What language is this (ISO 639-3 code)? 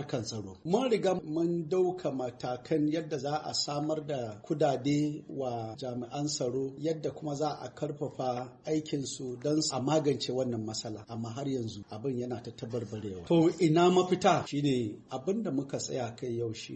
hau